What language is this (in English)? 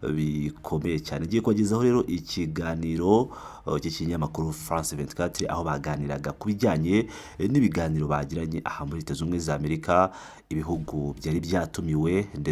Kinyarwanda